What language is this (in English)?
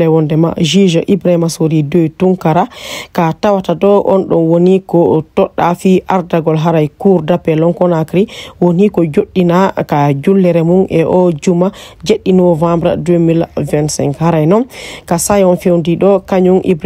Fula